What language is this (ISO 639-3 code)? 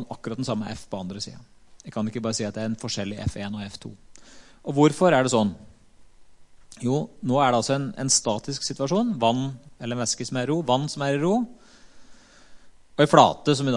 nor